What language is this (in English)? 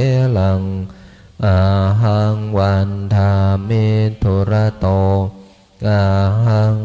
Pali